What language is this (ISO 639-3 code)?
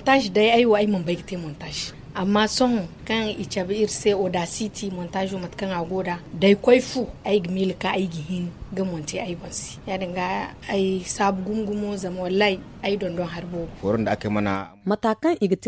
dje